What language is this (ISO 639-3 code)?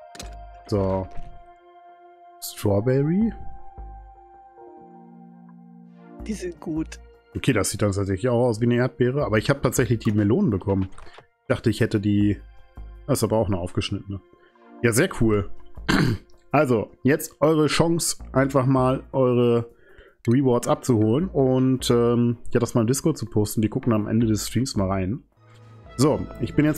deu